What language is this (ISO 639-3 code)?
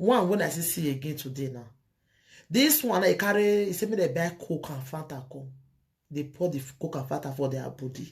pcm